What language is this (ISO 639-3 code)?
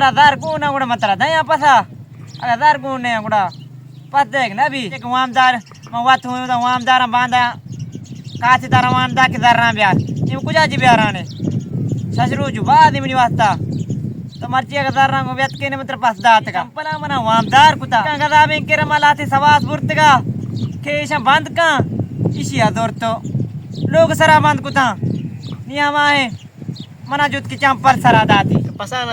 bal